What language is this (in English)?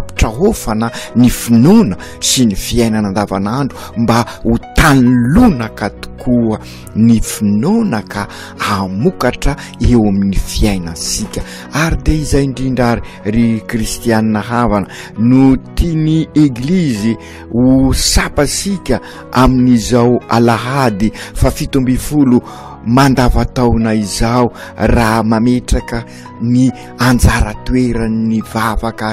Malagasy